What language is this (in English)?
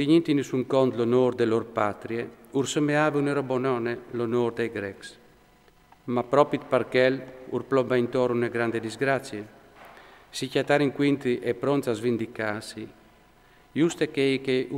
Friulian